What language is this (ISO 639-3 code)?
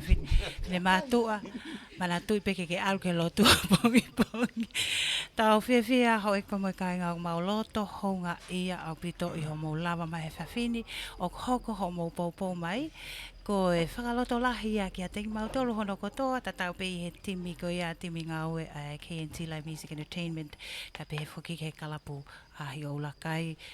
ton